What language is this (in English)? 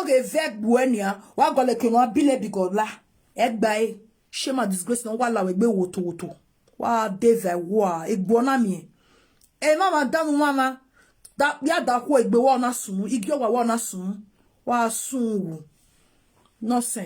Nigerian Pidgin